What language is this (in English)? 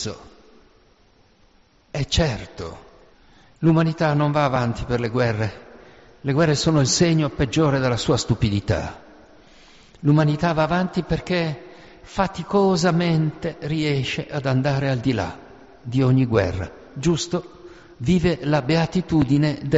Italian